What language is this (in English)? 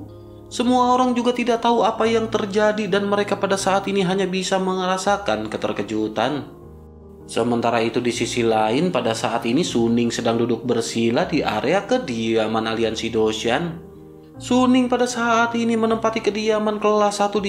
Indonesian